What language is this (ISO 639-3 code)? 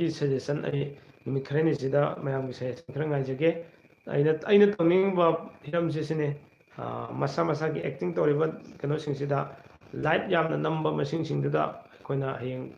mni